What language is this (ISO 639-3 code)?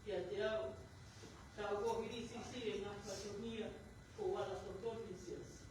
ton